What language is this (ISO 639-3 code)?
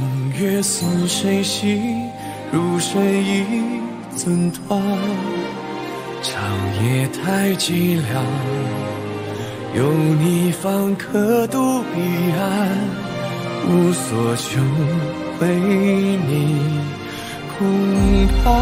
zho